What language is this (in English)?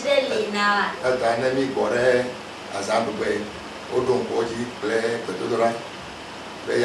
Ewe